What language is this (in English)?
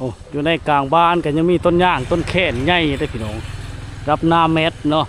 Lao